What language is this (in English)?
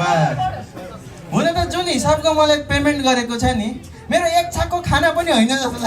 Nepali